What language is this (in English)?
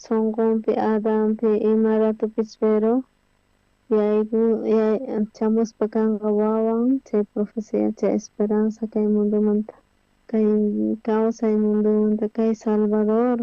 South Bolivian Quechua